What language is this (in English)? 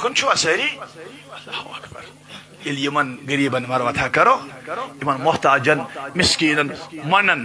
Kashmiri